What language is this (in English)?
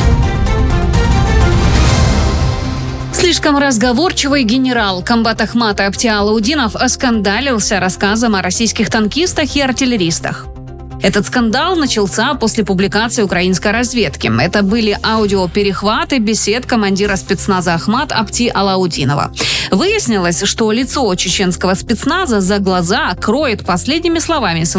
Russian